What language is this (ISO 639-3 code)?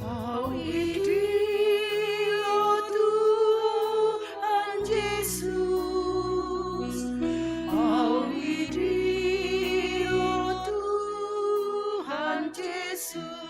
bts